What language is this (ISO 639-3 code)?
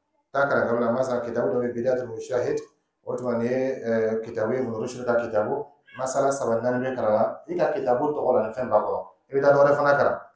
dyu